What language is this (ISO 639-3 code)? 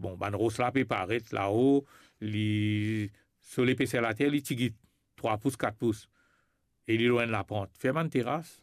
mfe